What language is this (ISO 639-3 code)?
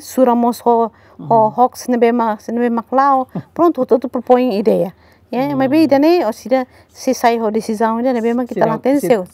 tet